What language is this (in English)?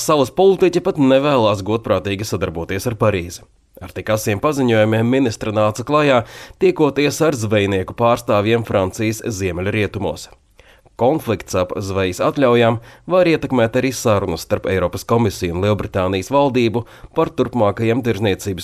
Latvian